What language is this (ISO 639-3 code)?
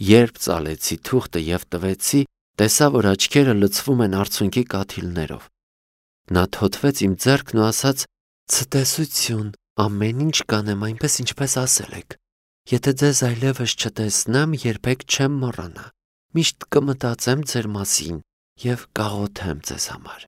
hye